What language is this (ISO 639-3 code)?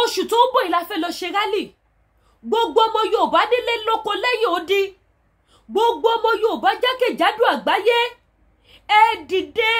yor